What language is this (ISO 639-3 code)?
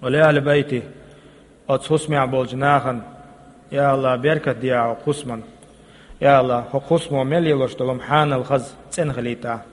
che